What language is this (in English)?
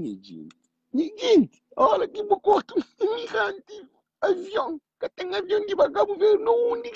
Kabuverdianu